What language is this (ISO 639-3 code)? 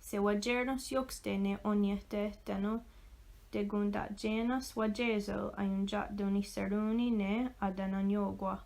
moh